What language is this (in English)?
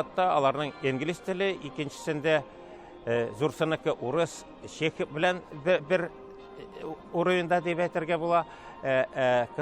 Tatar